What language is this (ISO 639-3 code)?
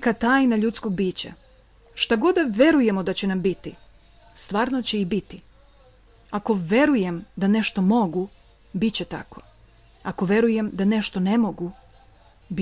srp